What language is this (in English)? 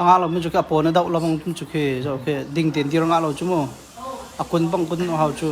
Hakha Chin